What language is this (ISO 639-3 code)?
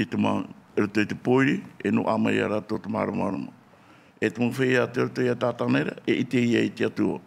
tah